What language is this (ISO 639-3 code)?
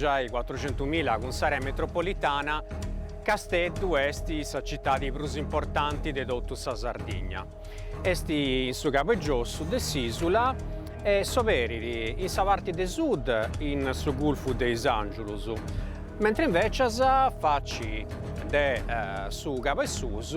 srd